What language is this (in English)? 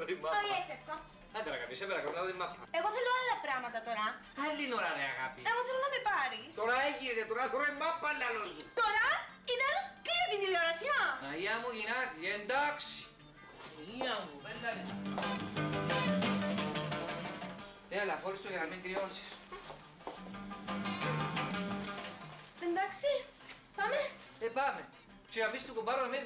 Greek